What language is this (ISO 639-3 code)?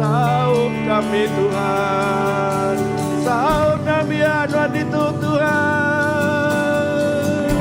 iba